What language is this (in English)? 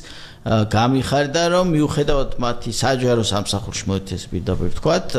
Georgian